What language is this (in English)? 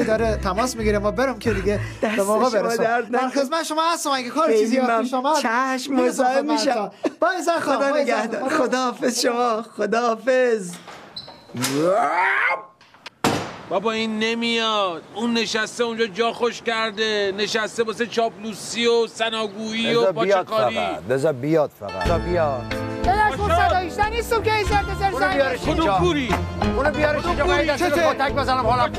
Persian